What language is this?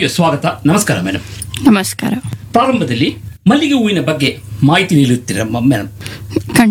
Kannada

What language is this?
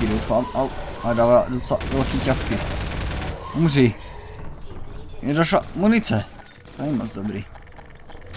Czech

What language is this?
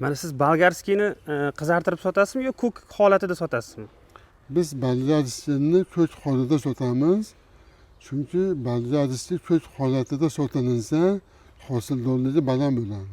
Uzbek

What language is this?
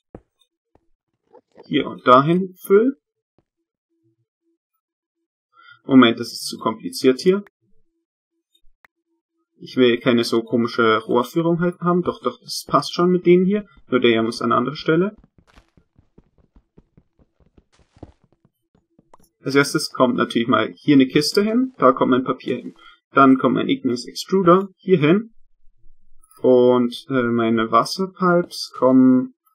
German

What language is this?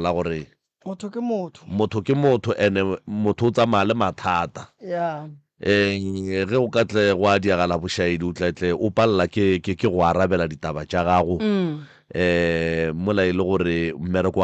Northern Sotho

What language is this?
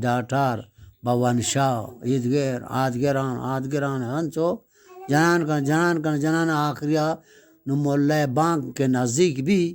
Eastern Balochi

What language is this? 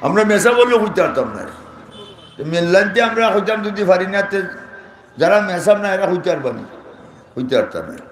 Sylheti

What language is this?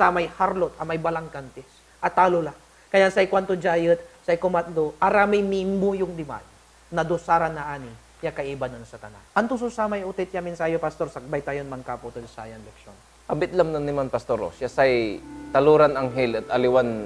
Pangasinan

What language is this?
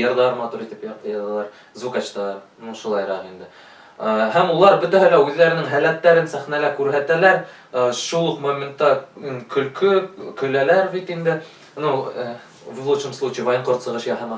Bashkir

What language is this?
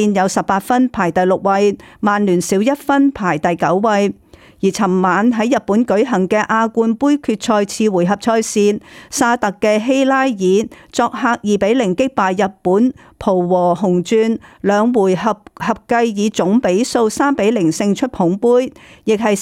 Cantonese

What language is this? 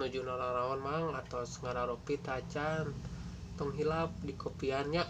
Sundanese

